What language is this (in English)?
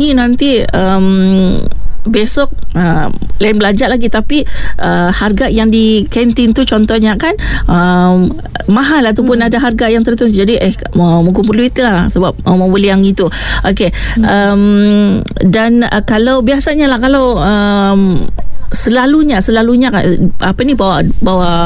Malay